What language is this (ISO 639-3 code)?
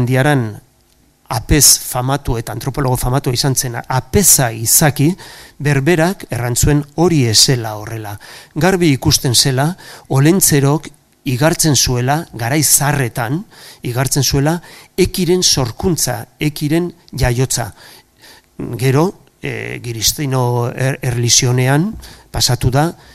eus